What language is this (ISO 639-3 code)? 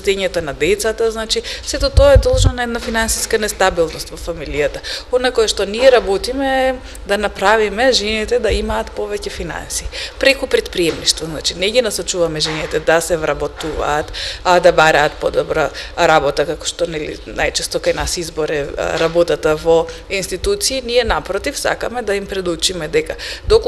mkd